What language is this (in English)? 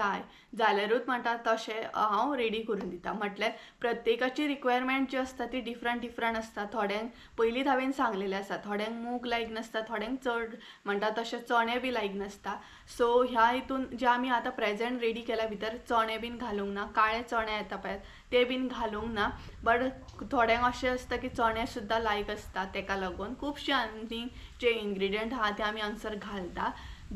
Konkani